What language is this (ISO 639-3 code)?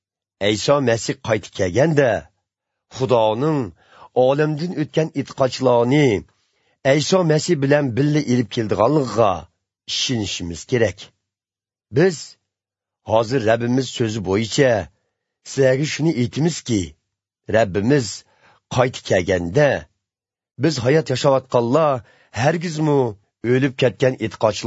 uzb